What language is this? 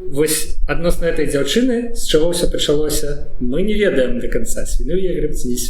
Belarusian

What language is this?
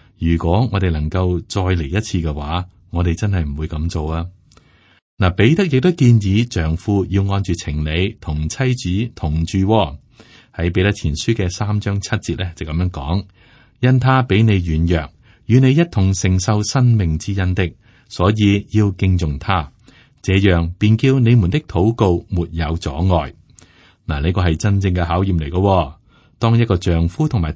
Cantonese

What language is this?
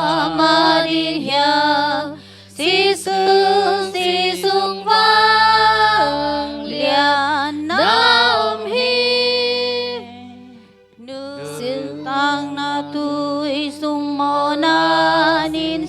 Tedim Chin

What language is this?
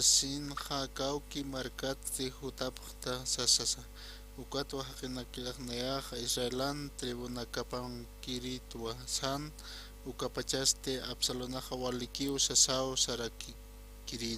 Aymara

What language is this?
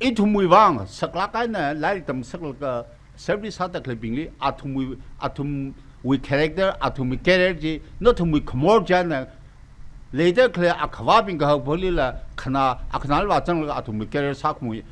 Tangkhul Naga (India)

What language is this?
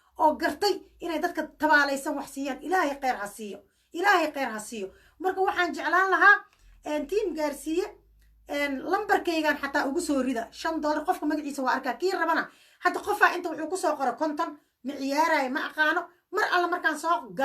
Somali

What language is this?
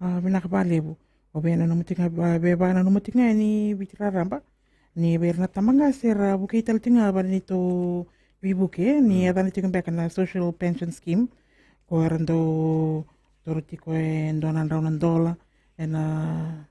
Fijian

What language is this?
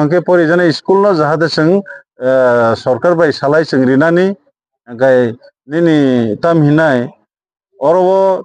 Kok Borok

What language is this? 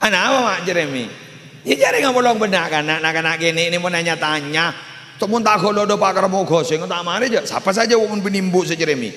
Madurese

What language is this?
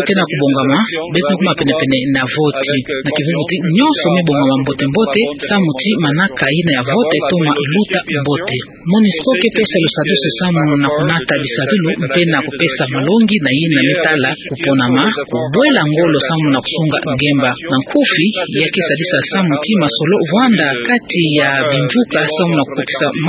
Kituba (Democratic Republic of Congo)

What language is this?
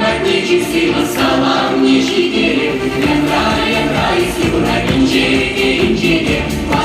Chuvash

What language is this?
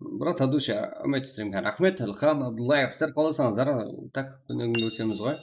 Kara-Kalpak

